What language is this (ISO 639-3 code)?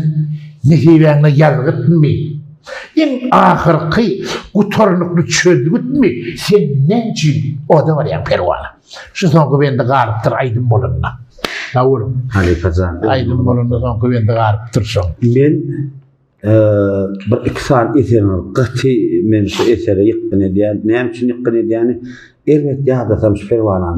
tuk